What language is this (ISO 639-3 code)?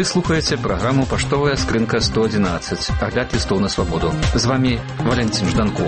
bel